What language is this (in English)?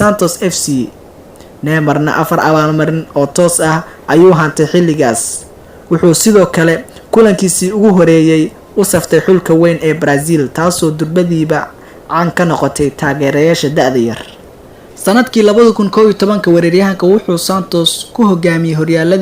Somali